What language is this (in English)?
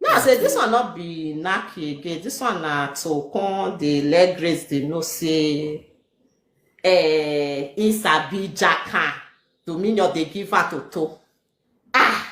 Nigerian Pidgin